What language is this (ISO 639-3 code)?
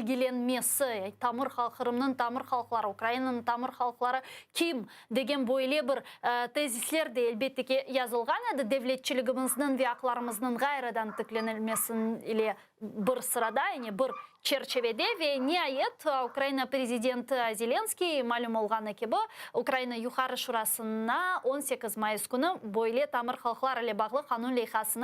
crh